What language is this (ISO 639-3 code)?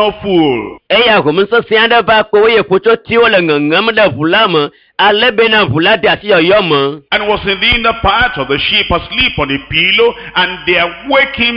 ewe